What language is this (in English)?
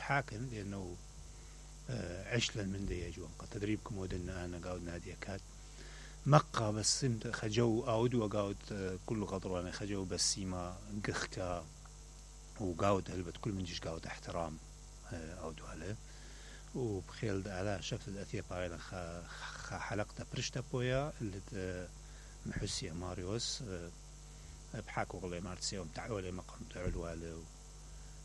Mesopotamian Arabic